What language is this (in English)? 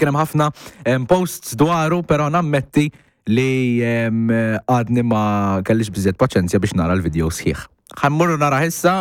Maltese